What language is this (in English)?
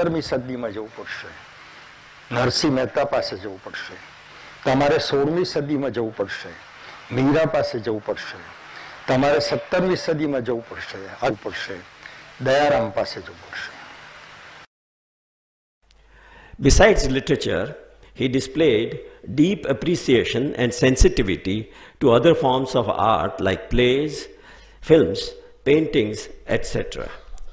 Gujarati